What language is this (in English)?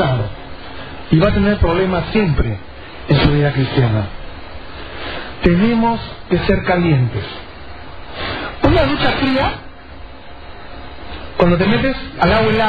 Spanish